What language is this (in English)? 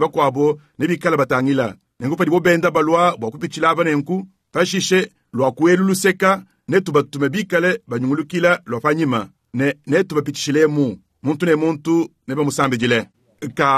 Luba-Lulua